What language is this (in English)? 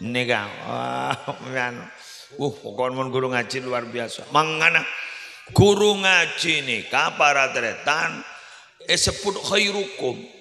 Madurese